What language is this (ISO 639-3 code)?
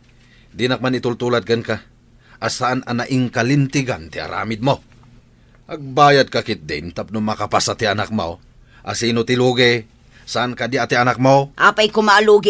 ilo